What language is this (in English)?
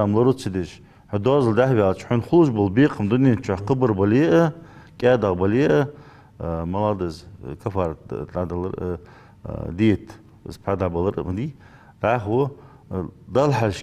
Ingush